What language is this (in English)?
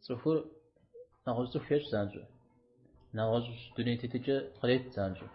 Kabardian